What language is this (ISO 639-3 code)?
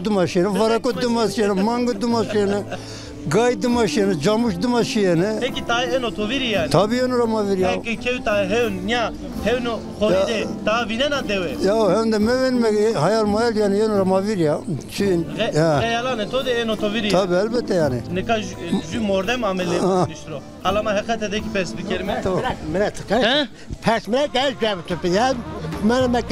zza